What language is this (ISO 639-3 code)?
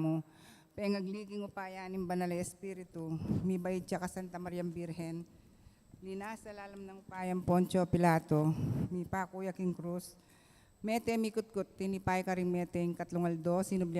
pam